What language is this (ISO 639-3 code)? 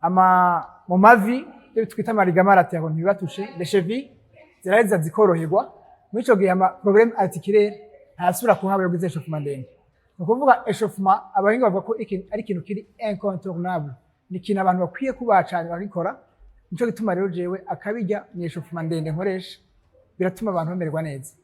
run